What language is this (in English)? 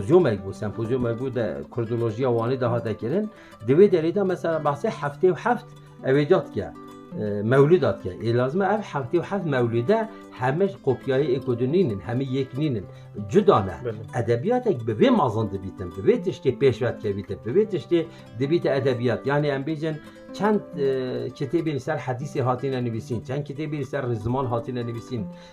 Kurdish